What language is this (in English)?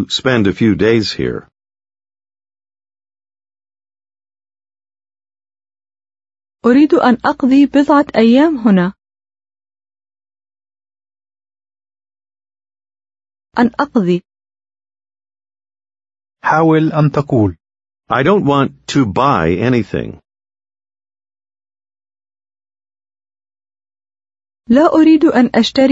Arabic